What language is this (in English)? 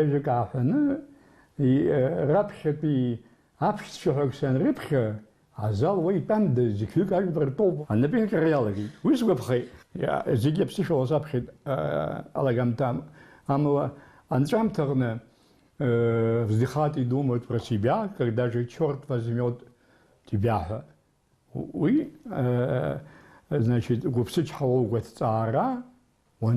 Abkhazian